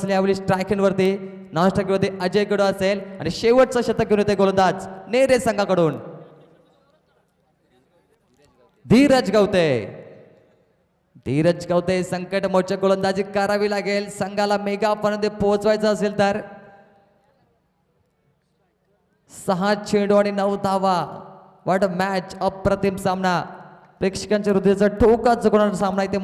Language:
Marathi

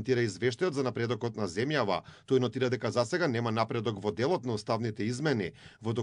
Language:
Macedonian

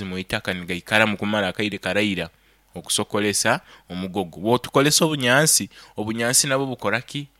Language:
Nyoro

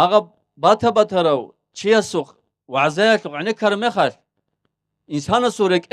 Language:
Avaric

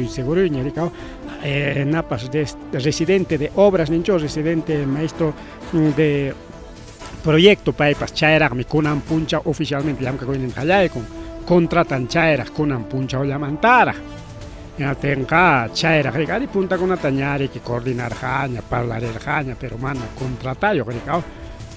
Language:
Ayacucho Quechua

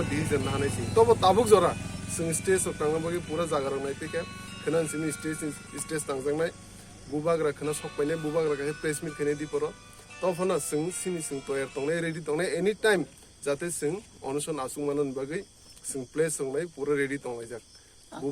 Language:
Kok Borok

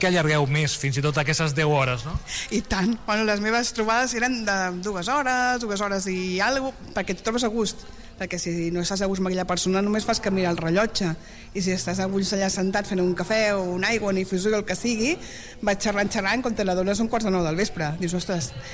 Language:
Catalan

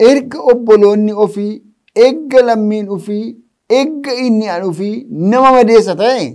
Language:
Oromo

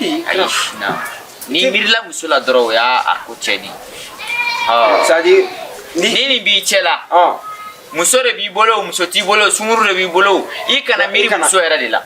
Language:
Bambara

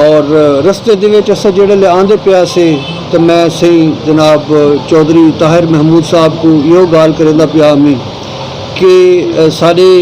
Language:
Saraiki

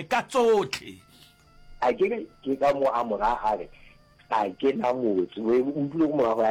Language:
Northern Sotho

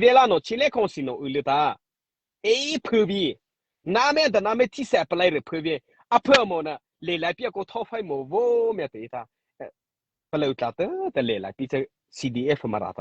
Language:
Mara Chin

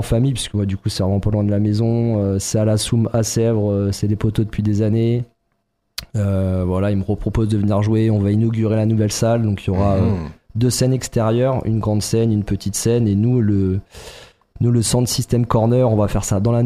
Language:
French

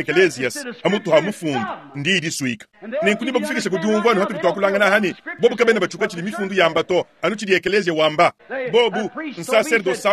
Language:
Luba-Lulua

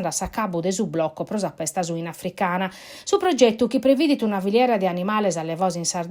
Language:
Sardinian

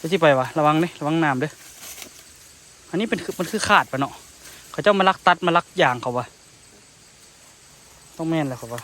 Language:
Lao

